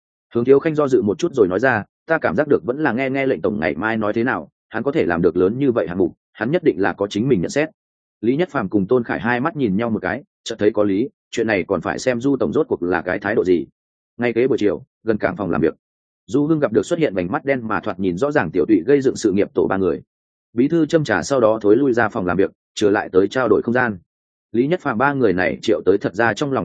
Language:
Vietnamese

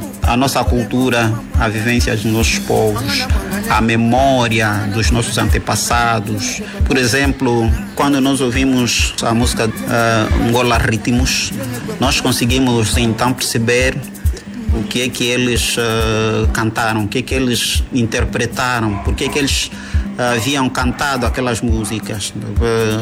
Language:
Portuguese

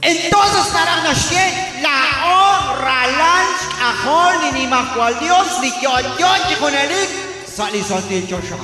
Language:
Kekchí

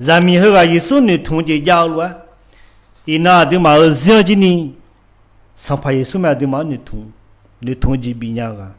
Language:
Akha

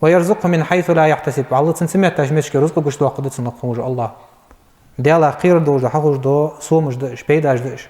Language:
Ingush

